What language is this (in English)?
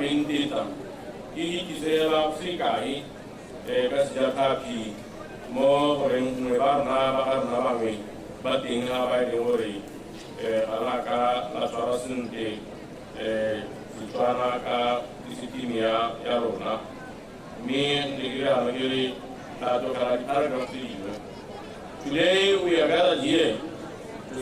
Tswana